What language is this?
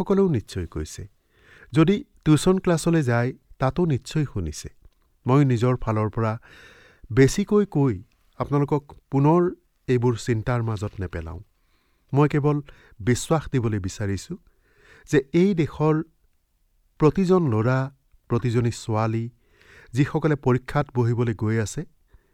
Assamese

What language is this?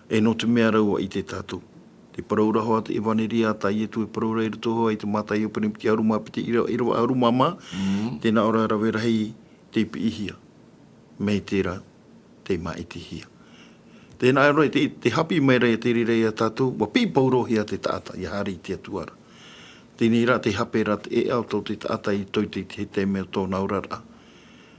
Tahitian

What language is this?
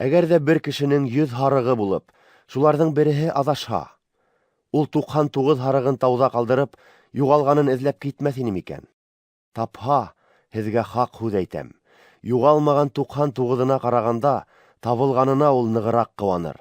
Bashkir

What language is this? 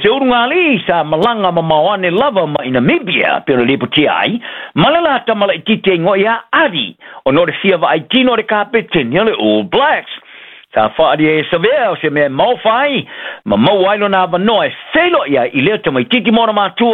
Samoan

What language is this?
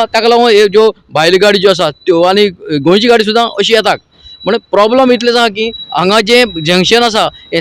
Konkani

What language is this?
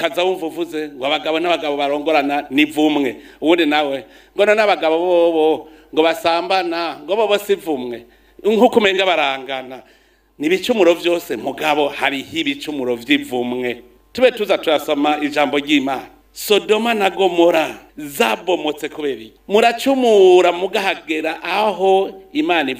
Rundi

